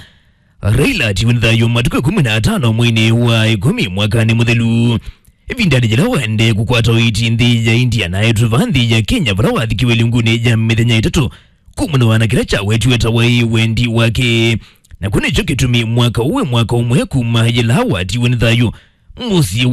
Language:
Kamba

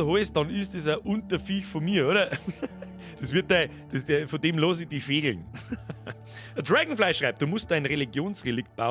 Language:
Bavarian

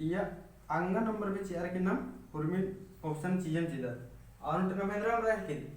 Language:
Kurukh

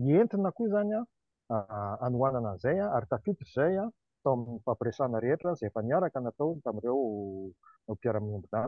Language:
Malagasy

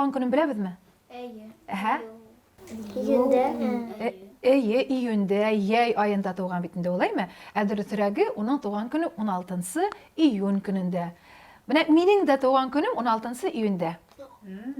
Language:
Bashkir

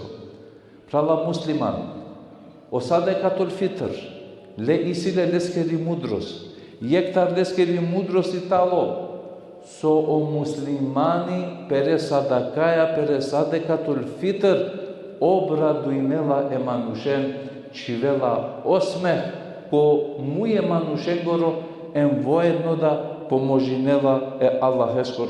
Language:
Balkan Romani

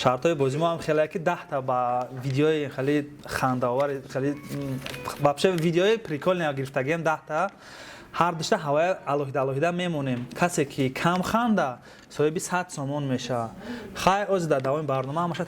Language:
Tajik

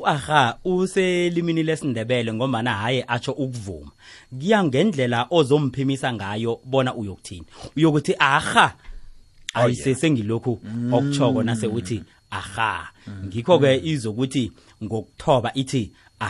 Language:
South Ndebele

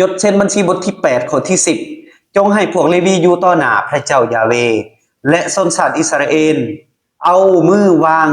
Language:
Lao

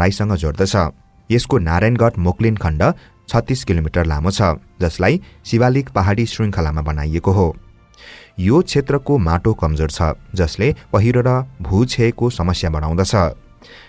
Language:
Nepali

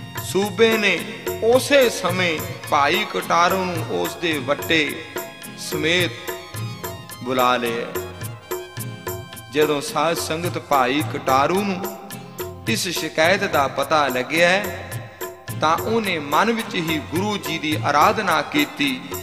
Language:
Punjabi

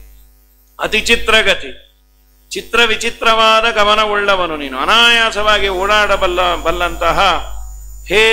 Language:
Kannada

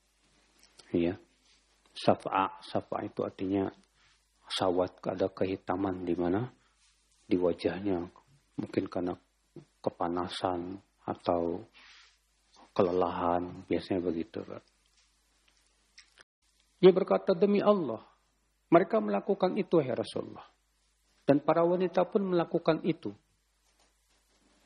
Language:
Indonesian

